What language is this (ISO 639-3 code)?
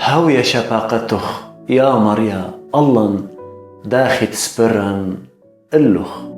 aii